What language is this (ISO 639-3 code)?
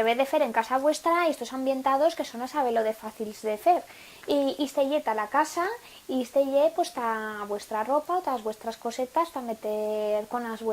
arg